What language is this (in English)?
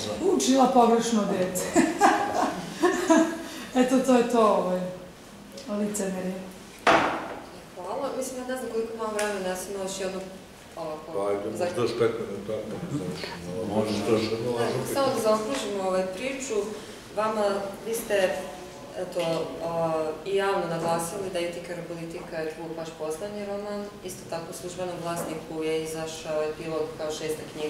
Serbian